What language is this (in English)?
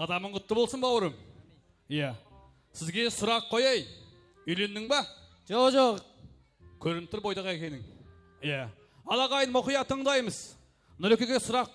Kara-Kalpak